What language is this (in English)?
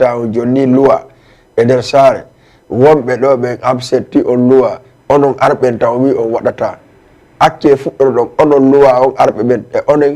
Fula